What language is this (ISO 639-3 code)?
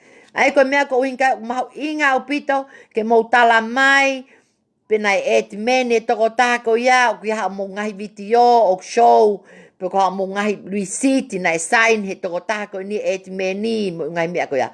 ton